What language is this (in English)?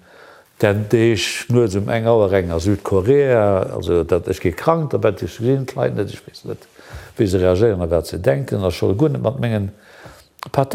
Luxembourgish